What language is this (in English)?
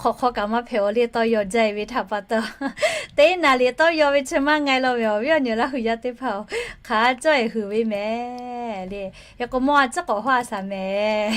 Lahu